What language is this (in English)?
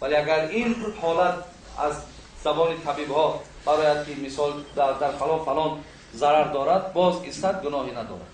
Tajik